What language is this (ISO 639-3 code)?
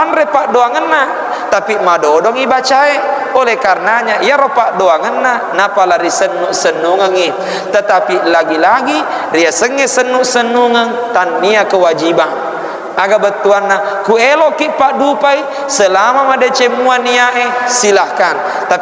bug